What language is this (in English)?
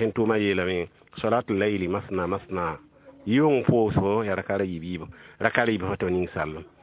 Mossi